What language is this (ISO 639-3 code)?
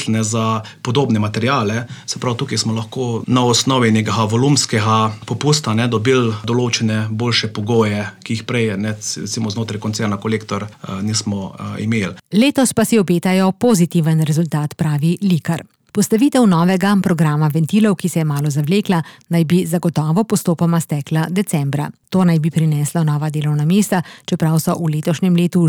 slv